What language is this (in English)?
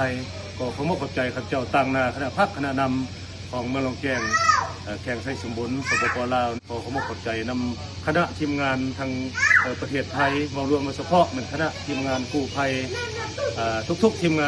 Lao